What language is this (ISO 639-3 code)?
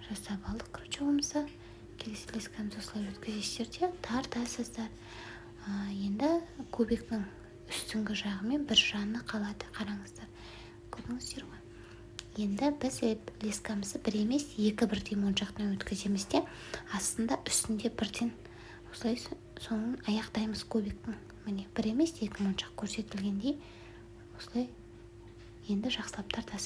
kaz